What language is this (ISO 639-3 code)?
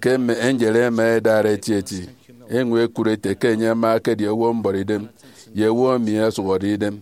efi